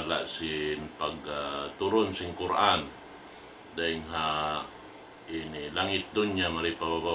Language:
Tausug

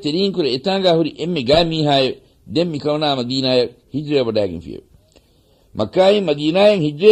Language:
Divehi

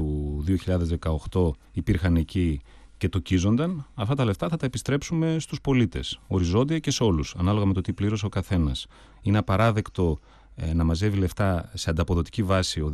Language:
Greek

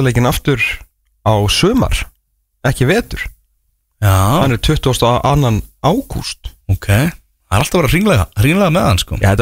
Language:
Icelandic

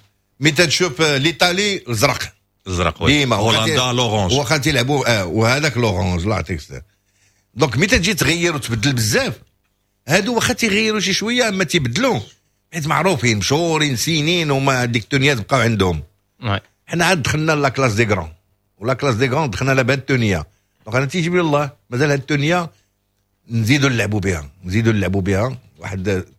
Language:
Moroccan Arabic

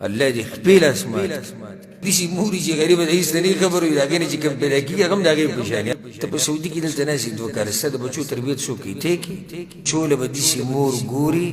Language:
Pashto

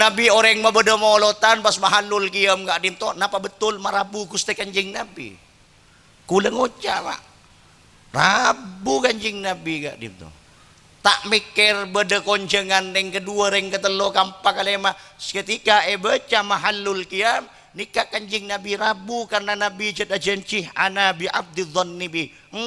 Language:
Madurese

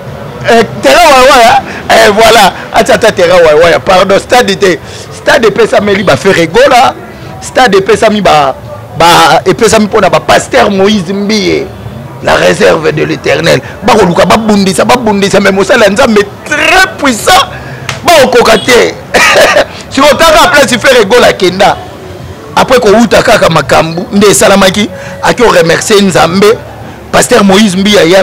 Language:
Lingala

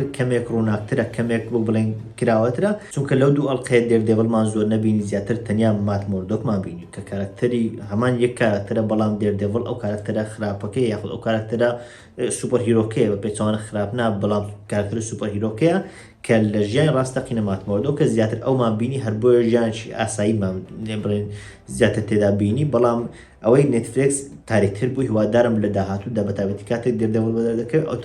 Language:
Central Kurdish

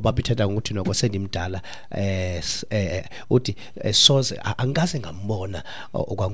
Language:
Xhosa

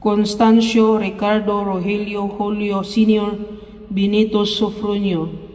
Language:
Cebuano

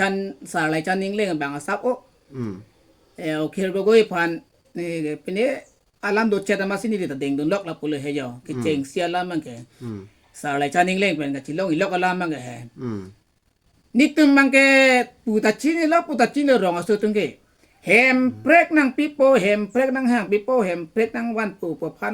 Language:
Karbi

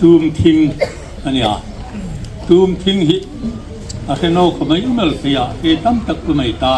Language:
Hmar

